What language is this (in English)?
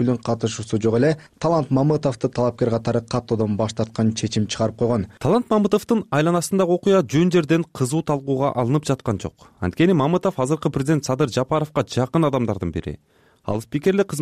Kyrgyz